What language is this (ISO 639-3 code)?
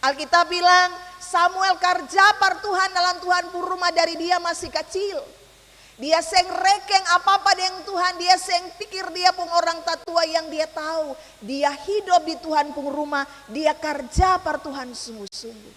abs